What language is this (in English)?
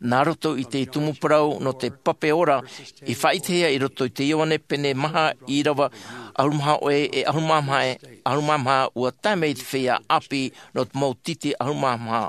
Tahitian